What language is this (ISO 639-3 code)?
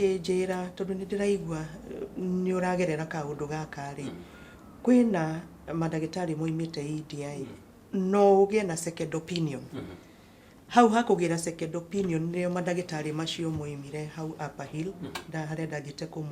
kik